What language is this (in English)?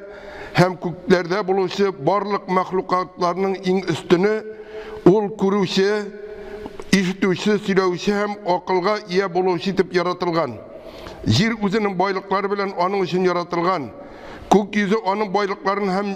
Tatar